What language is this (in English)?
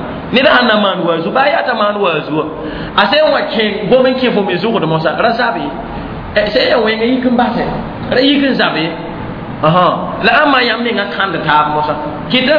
Mossi